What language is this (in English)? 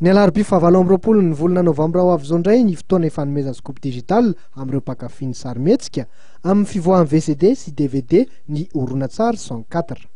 Malagasy